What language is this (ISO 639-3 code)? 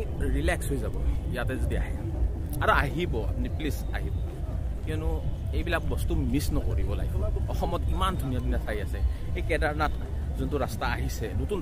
asm